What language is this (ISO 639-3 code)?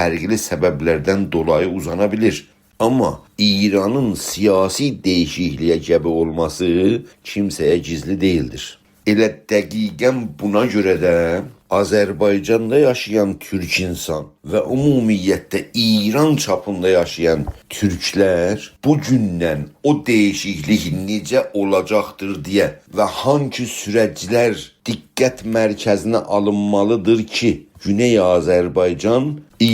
azb